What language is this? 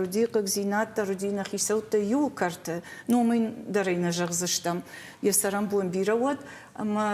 Ossetic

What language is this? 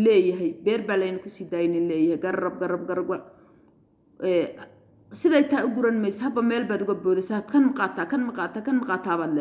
Somali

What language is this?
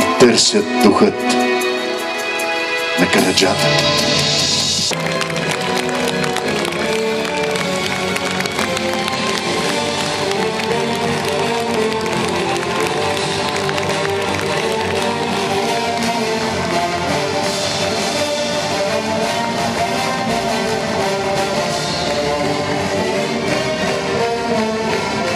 Bulgarian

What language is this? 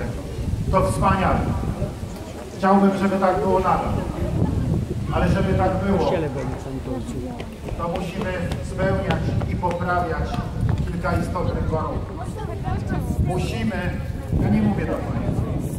Polish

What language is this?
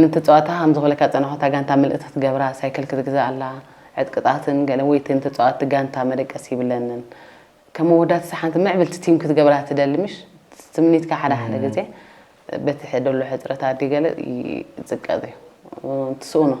Tigrinya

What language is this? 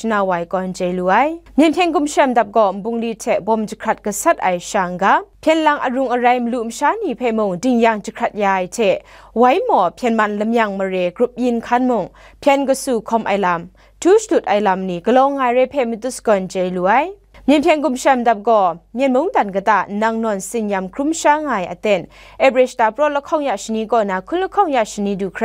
Kachin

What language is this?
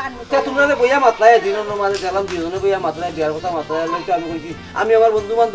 Sylheti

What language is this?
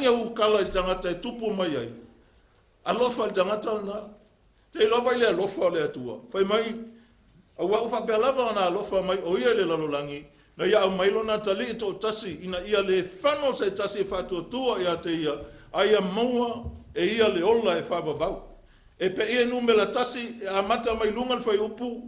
Samoan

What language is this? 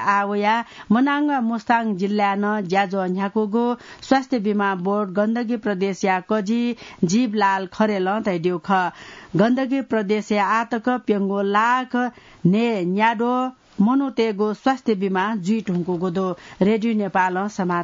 Newari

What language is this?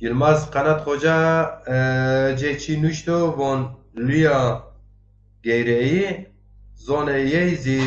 Zaza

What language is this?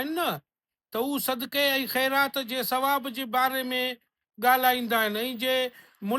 Sindhi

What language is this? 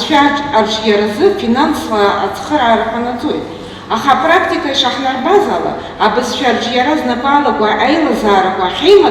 Abkhazian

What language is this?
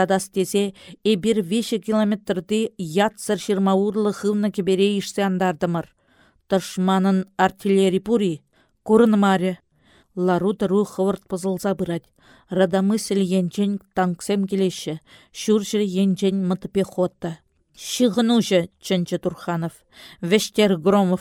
Chuvash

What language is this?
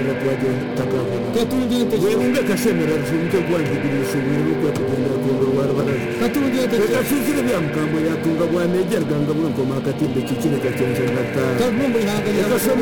Kinyarwanda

